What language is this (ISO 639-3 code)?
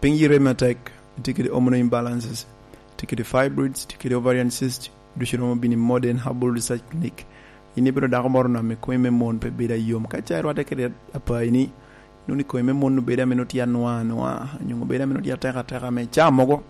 laj